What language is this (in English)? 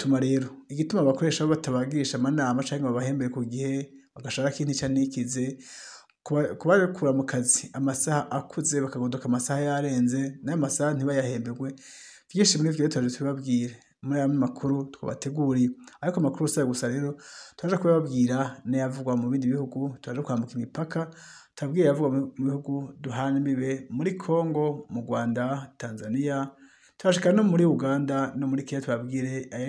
Rundi